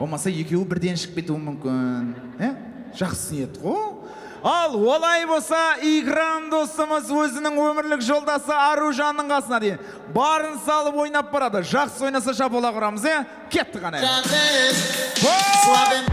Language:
Kara-Kalpak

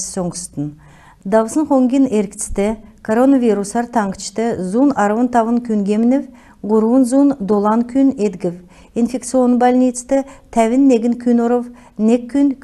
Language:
Kalmyk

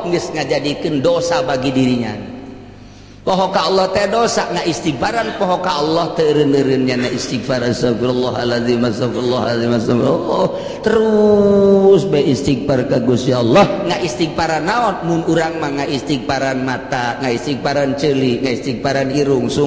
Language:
Sundanese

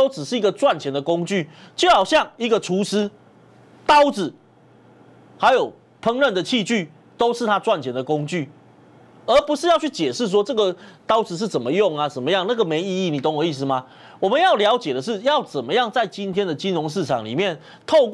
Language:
Chinese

